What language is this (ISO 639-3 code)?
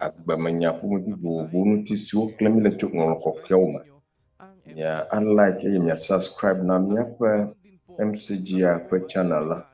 ewe